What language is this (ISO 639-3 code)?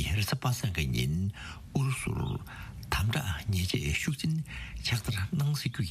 bod